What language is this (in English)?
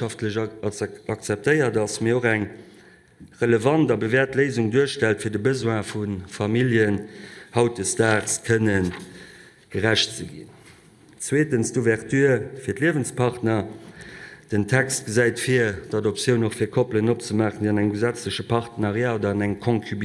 Luxembourgish